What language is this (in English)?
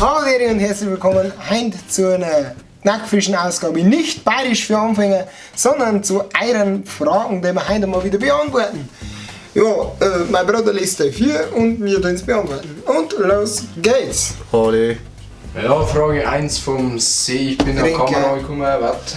Bavarian